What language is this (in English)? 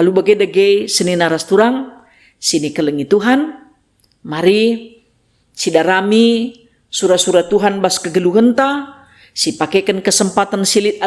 Batak Karo